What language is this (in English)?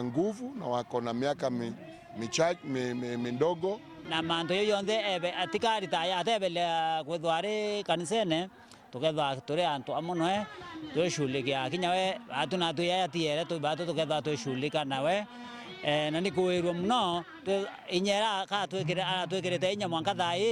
Meru